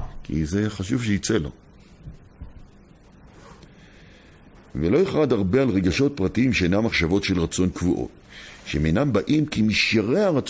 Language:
Hebrew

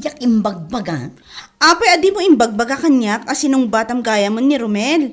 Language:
Iloko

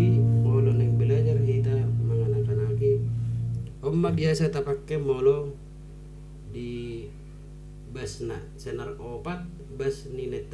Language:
Batak Toba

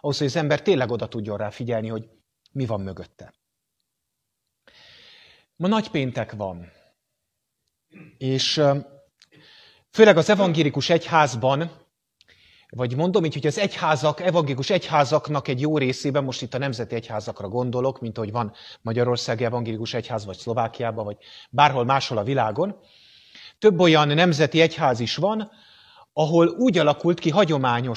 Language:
Hungarian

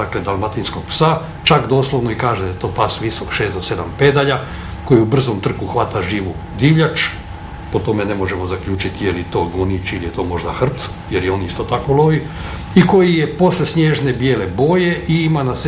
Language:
Croatian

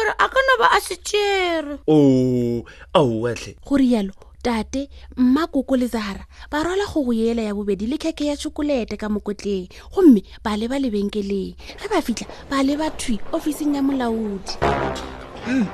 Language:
Northern Sotho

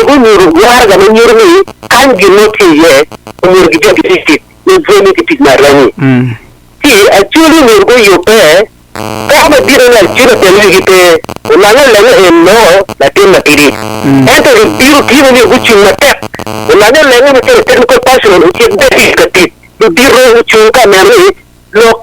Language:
Acoli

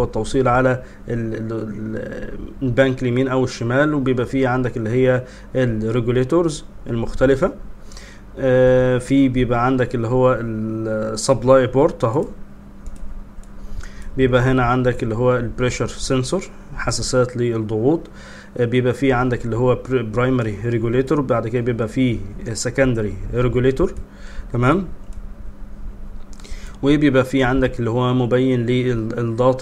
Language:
Egyptian Arabic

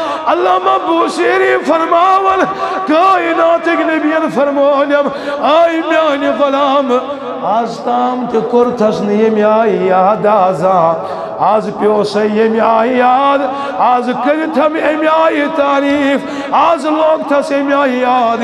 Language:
Kashmiri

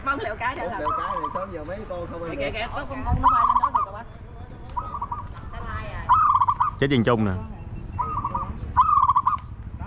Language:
Vietnamese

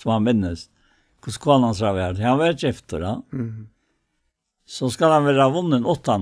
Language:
Faroese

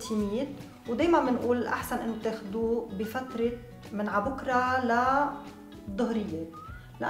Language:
North Levantine Arabic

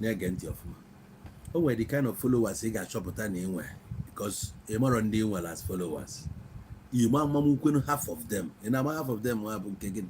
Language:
Igbo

